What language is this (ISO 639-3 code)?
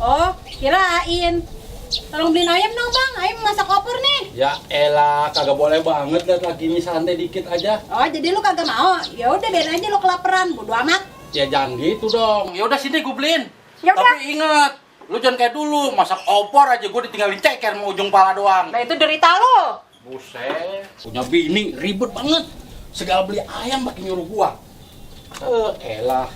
bew